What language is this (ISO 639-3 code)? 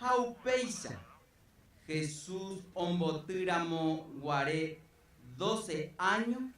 grn